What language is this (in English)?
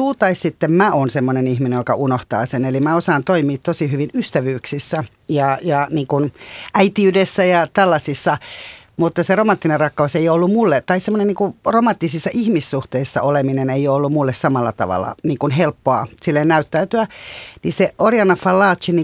Finnish